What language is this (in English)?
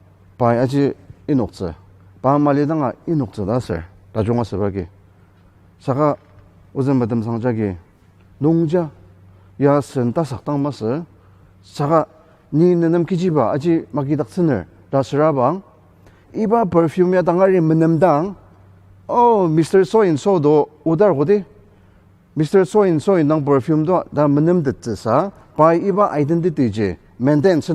Ao Naga